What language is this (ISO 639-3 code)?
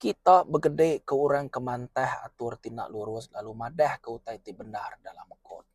iba